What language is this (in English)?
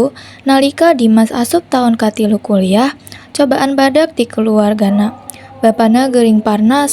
Sundanese